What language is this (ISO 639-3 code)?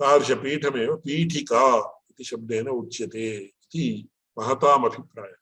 san